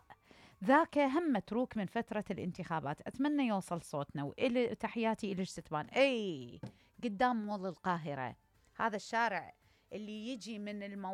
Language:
Mesopotamian Arabic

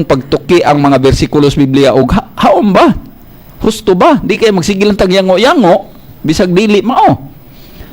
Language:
Cebuano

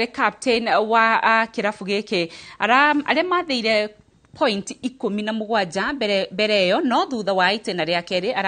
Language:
Kikuyu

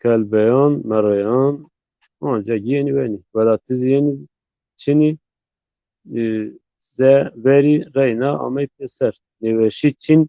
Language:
Zaza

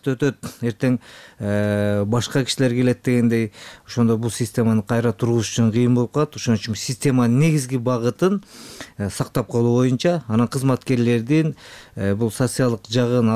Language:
Kyrgyz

